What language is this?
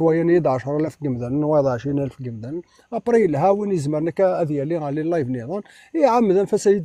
Kabyle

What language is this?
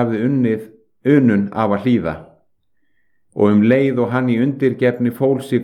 Icelandic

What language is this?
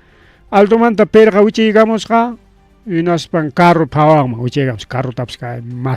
Ayacucho Quechua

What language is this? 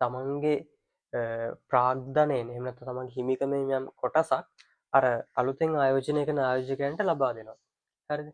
Sinhala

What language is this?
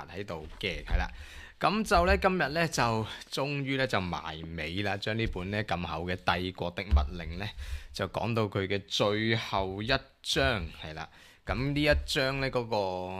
Cantonese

